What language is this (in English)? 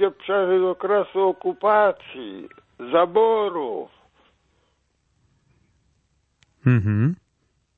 Polish